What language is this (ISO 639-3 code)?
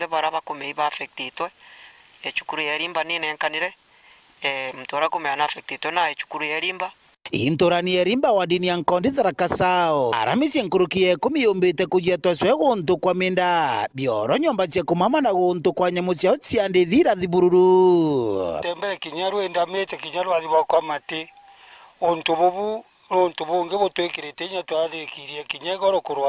mer